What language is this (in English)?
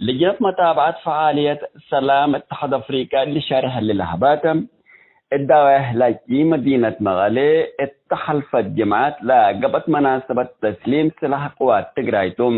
Tigre